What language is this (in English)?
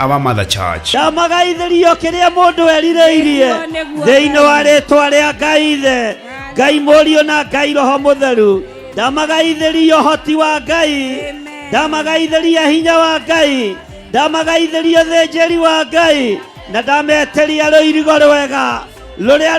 Kikuyu